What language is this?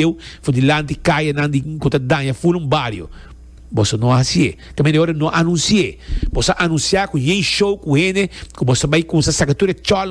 Papiamento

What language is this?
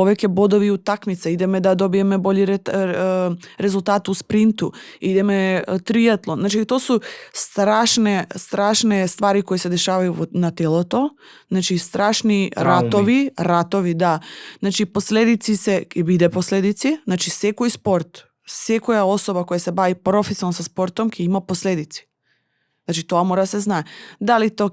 Macedonian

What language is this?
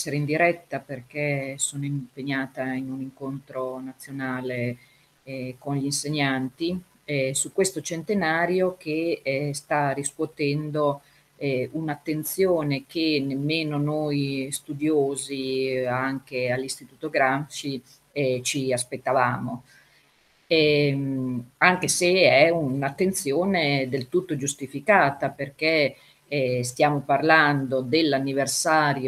Italian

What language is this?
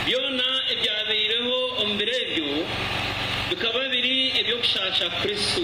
Nyankole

